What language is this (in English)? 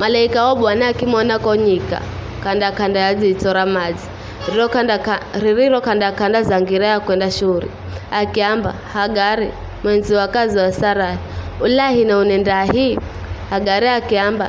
Giryama